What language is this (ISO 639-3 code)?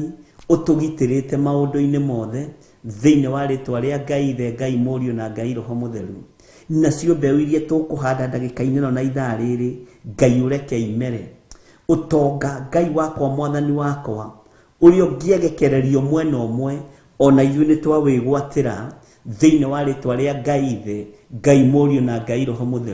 kik